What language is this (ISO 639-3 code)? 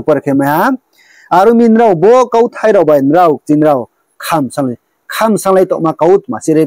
ria